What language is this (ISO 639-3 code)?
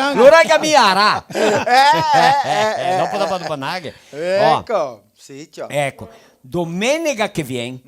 vec